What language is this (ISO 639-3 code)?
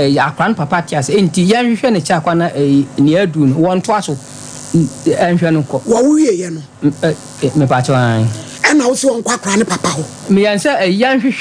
aka